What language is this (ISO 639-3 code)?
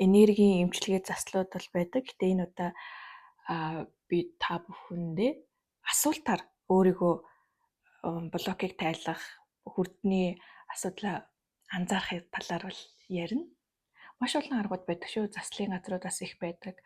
mon